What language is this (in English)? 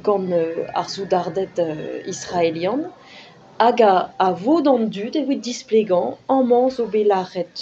Breton